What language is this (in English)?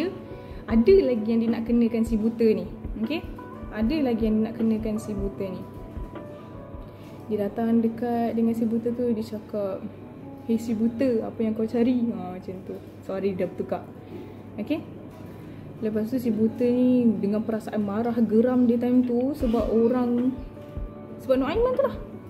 Malay